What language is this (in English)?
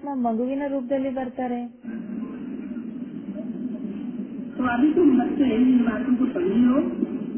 Kannada